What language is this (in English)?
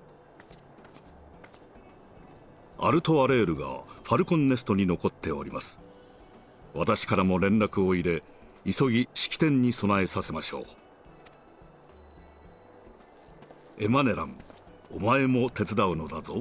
Japanese